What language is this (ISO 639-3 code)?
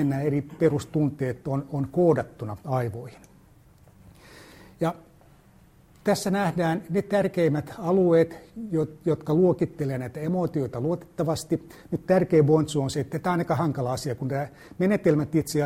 fin